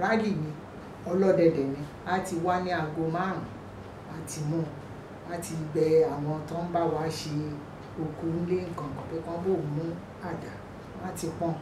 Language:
Yoruba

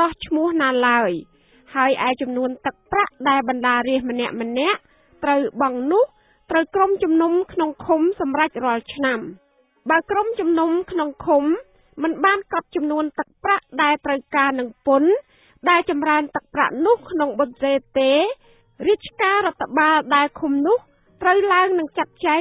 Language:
Khmer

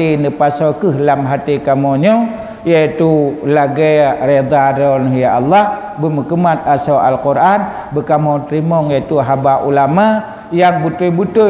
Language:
Achinese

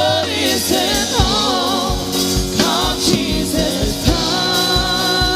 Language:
Tongan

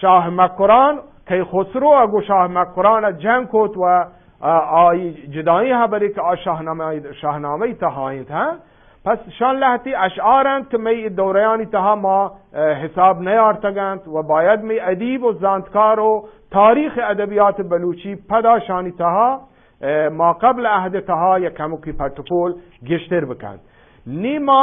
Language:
Eastern Balochi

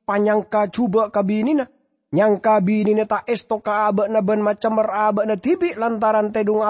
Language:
Madurese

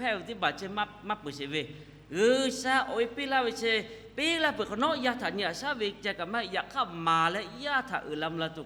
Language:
Lahu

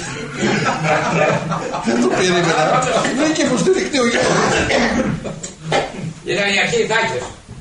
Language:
Greek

